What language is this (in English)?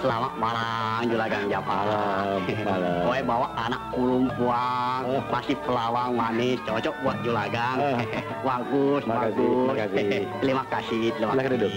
Betawi